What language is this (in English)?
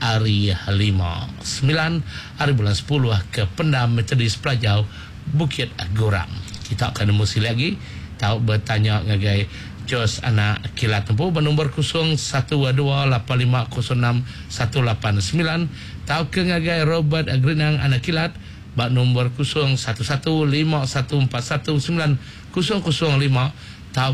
Iban